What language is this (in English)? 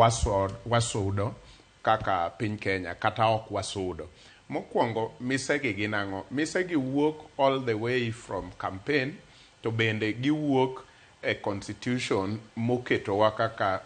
Luo (Kenya and Tanzania)